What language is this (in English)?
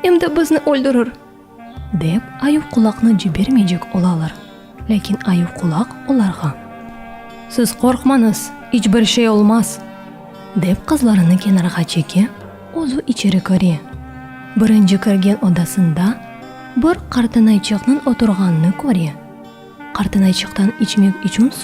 Crimean Tatar